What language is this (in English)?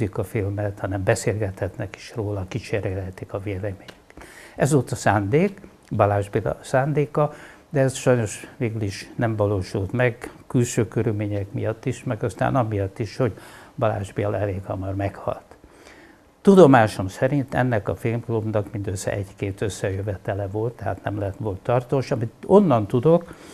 Hungarian